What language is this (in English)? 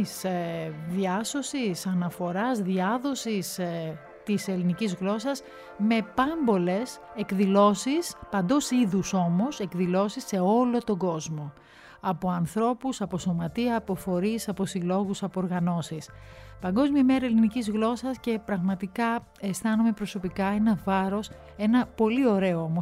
Greek